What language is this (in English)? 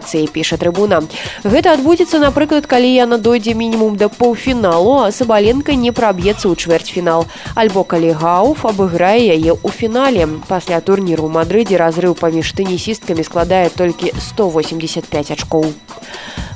Belarusian